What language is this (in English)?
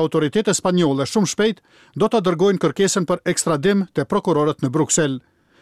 Albanian